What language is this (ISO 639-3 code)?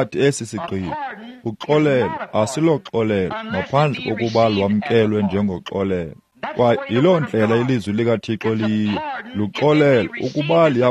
xho